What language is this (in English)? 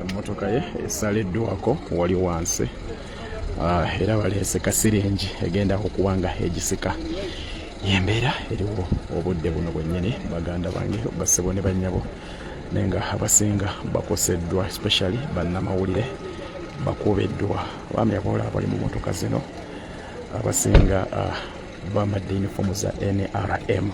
Ganda